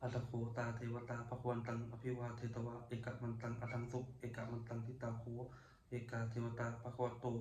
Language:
Pali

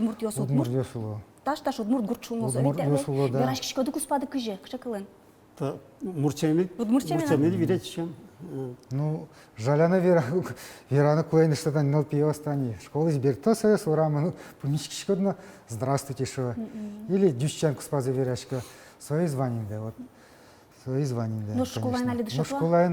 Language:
Udmurt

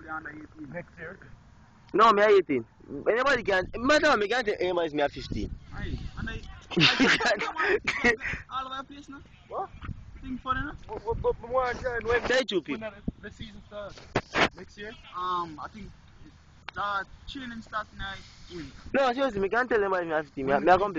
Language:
Jamaican Creole English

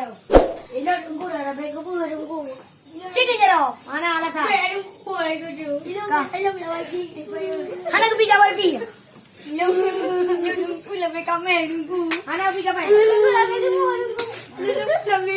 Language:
Achinese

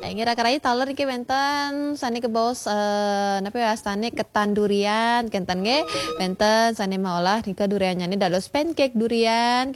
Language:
Balinese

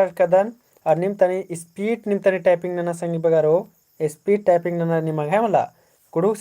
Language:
Kurukh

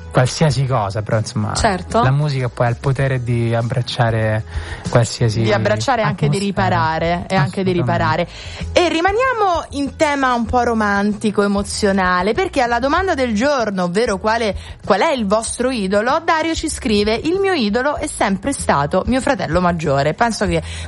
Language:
Italian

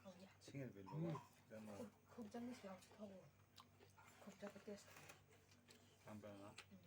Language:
Kok Borok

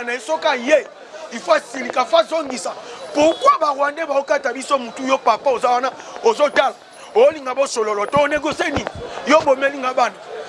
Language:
Lingala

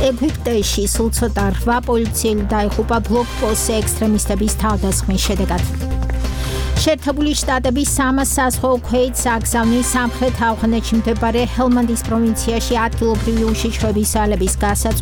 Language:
Georgian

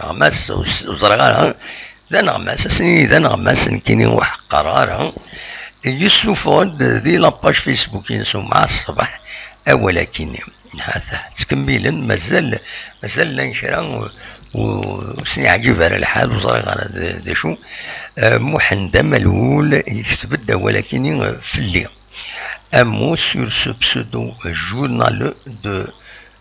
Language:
Kabyle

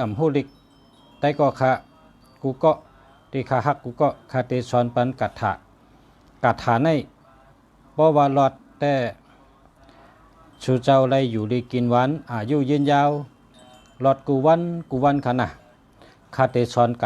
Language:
Shan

